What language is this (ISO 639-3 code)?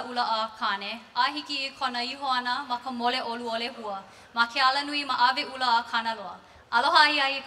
haw